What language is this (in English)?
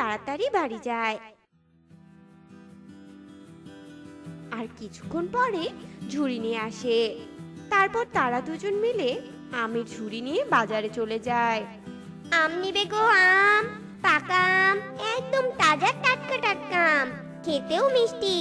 Bangla